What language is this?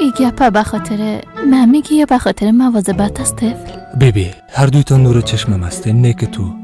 Persian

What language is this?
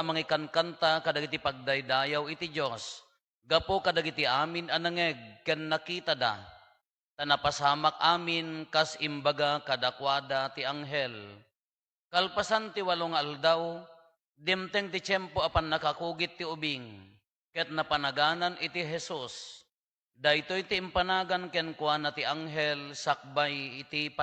Iloko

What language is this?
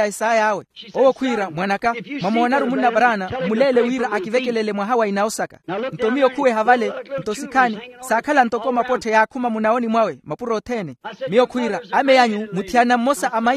Makhuwa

